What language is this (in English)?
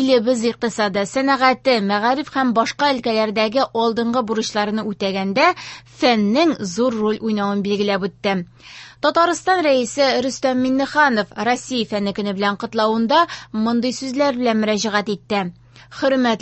Tatar